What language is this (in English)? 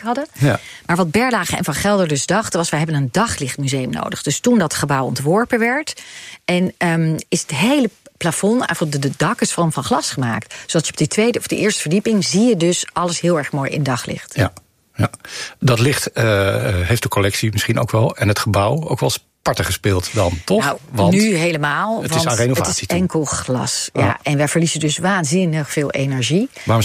Dutch